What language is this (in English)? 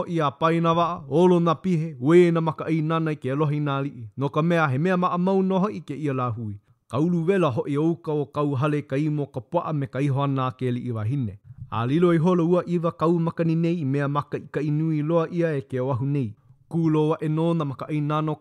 Hawaiian